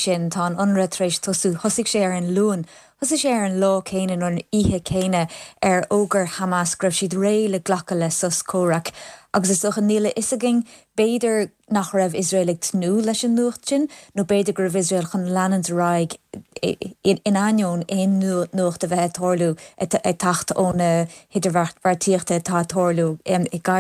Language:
Irish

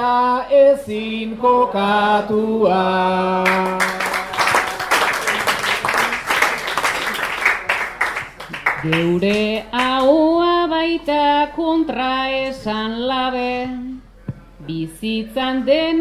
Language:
Basque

